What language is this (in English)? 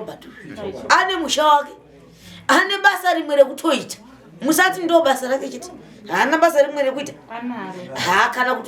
Shona